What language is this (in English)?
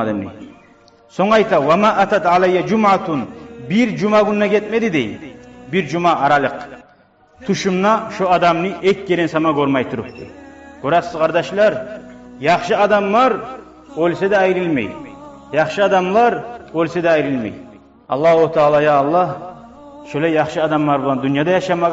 Kumyk